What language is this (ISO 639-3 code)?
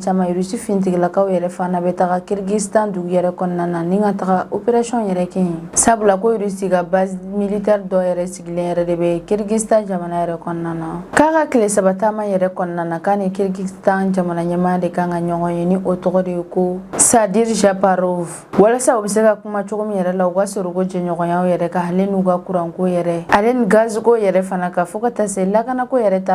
bam